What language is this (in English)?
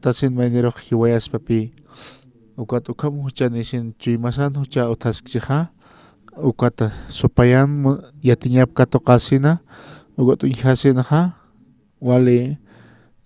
Aymara